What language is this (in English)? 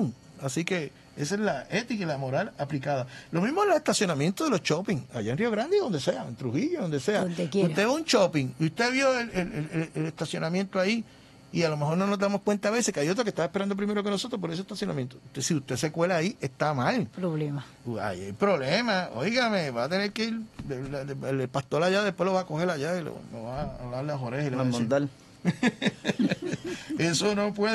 Spanish